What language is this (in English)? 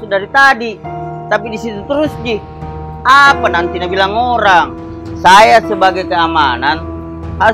Makassar Malay